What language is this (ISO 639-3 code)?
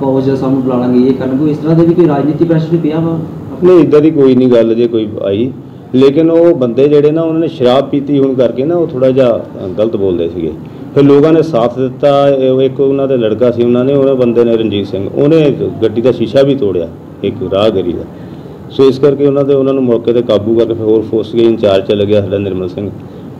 pan